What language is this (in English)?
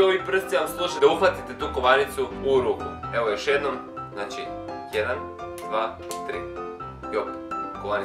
Croatian